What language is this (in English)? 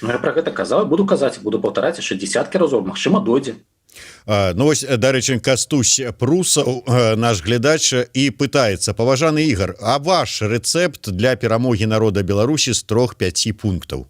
Belarusian